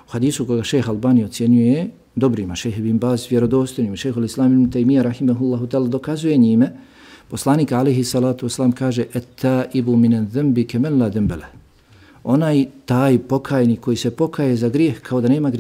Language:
Bosnian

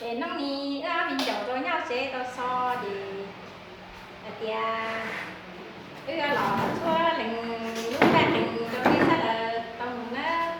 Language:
Hmong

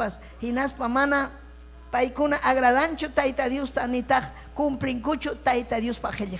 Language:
Ayacucho Quechua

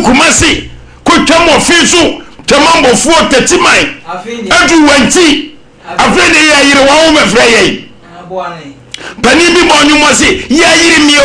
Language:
Akan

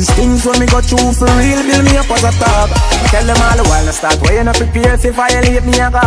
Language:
Jamaican Creole English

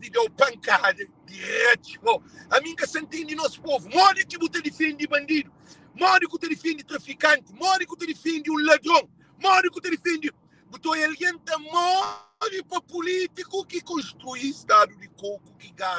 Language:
Kabuverdianu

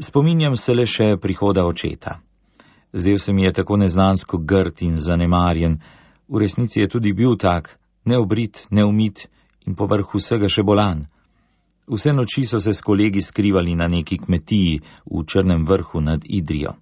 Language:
Slovenian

